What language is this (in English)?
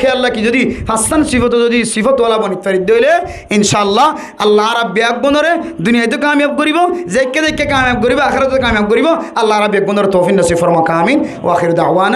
Rohingya